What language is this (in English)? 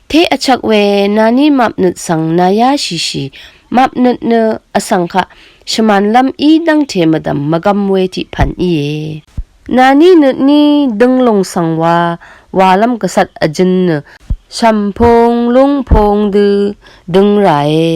Rawang